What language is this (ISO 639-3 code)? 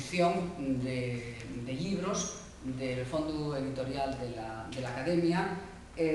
ast